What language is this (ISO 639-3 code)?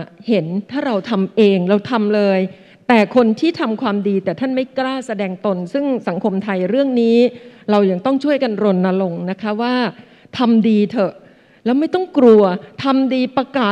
tha